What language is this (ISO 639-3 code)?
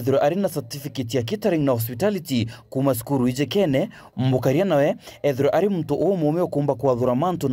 mer